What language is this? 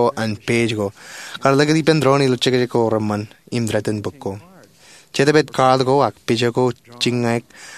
Marshallese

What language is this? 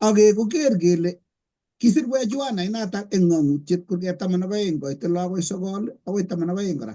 Kalenjin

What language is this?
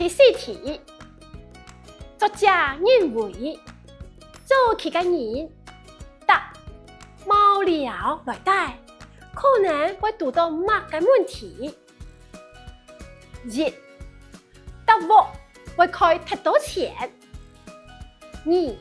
Hakka Chinese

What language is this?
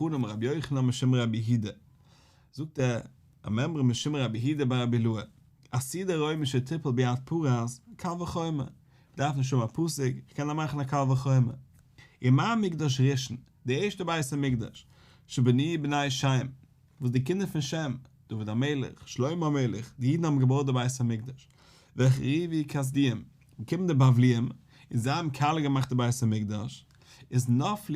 Yiddish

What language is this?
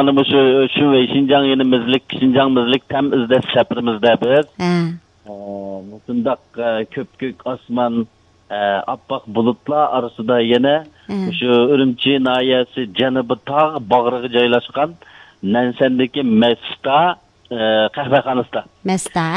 Uyghur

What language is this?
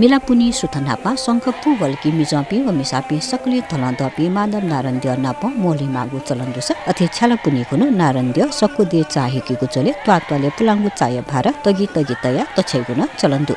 Newari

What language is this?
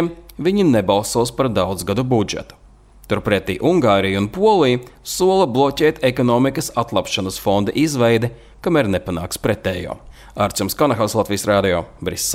Latvian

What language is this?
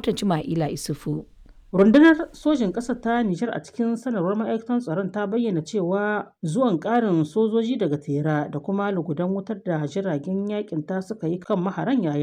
Hausa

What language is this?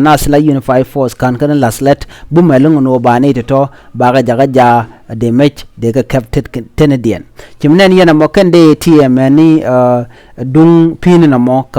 Nuer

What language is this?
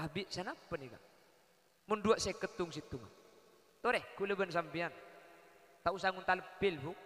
Madurese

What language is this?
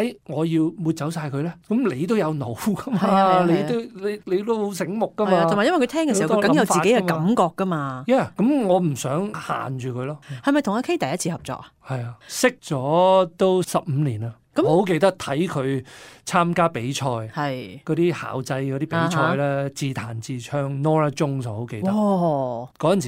Cantonese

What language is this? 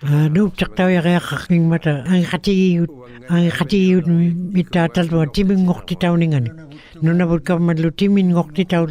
Western Canadian Inuktitut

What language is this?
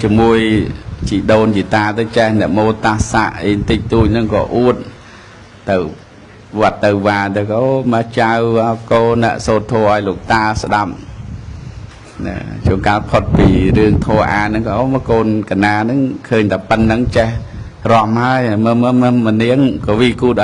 Khmer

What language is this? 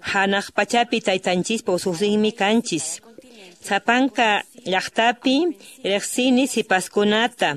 Quechua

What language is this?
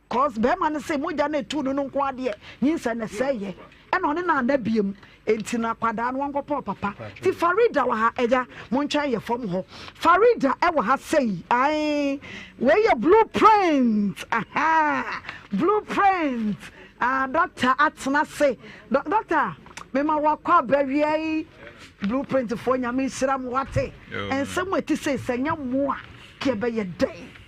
Akan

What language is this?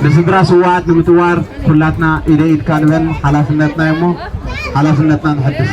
Tigrinya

